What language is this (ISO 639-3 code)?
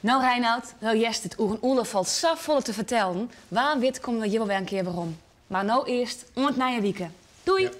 fry